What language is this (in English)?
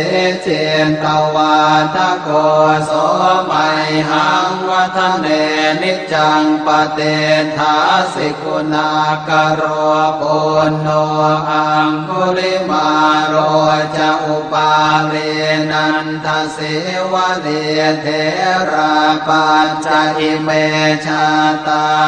Pali